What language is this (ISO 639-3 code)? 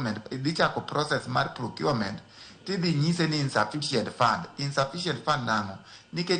luo